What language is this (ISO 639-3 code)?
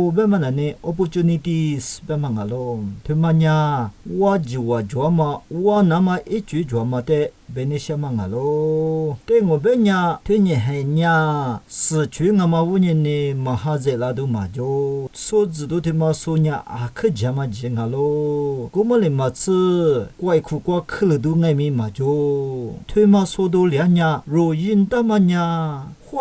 lis